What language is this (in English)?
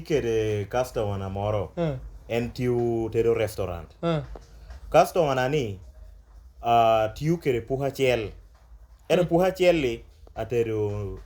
Lango (Uganda)